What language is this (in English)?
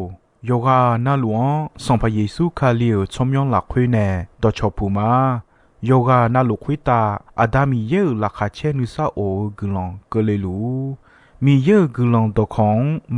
Akha